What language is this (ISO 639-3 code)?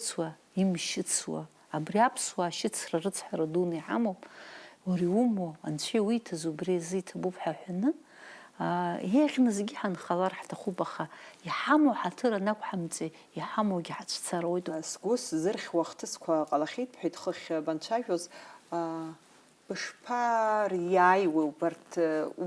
abk